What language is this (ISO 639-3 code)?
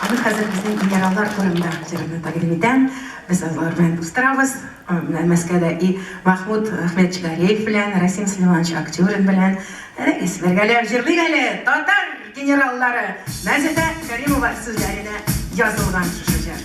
tat